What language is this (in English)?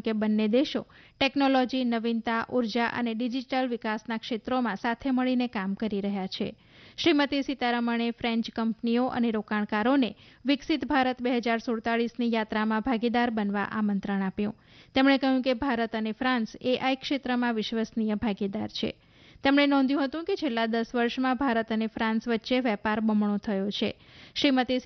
Gujarati